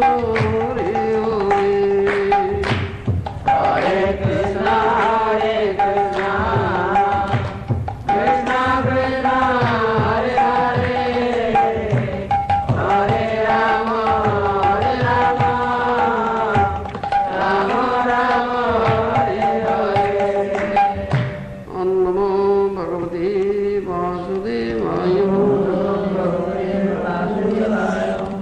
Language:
Odia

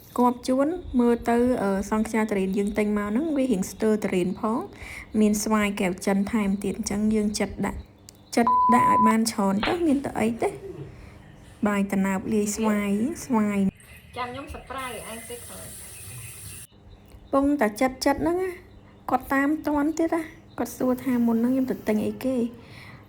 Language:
Khmer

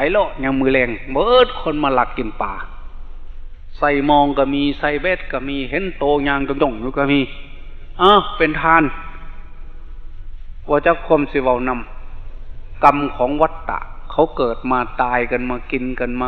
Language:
Thai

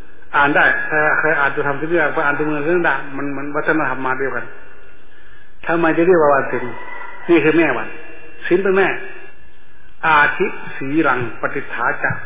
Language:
Thai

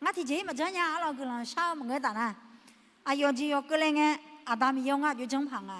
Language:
Akha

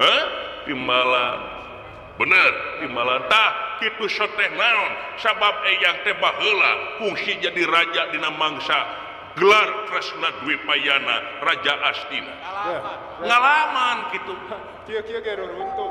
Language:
Sundanese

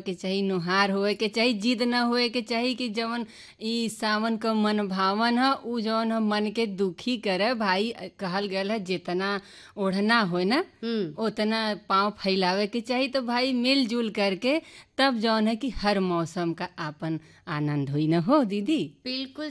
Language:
Bhojpuri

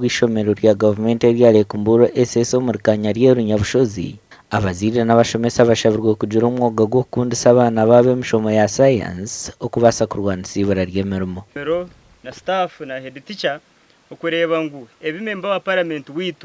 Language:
Nyankole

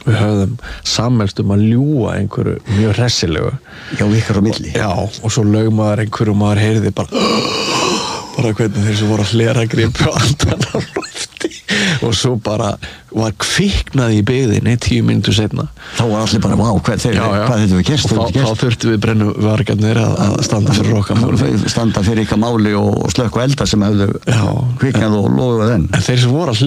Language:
Icelandic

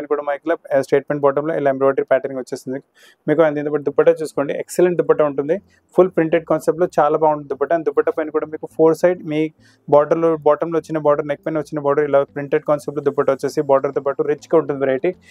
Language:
Telugu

